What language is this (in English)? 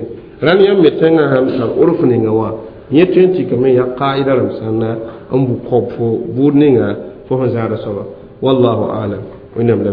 Mossi